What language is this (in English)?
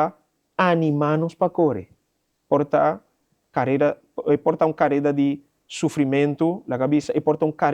Papiamento